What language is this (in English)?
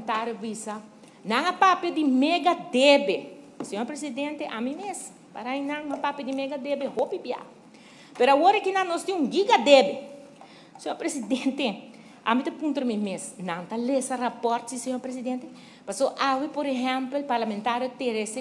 Papiamento